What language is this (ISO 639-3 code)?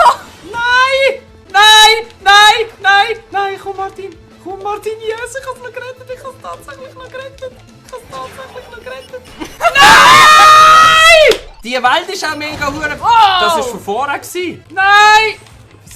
gsw